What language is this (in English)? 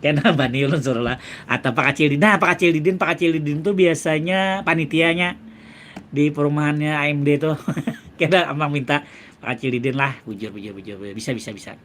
Banjar